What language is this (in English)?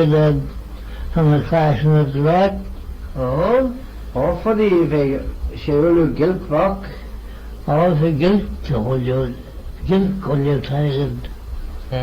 Manx